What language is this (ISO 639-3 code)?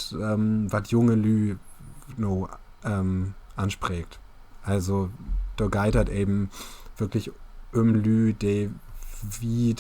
nds